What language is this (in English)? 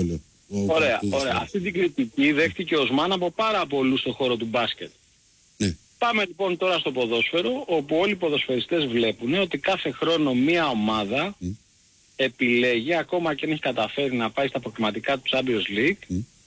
Greek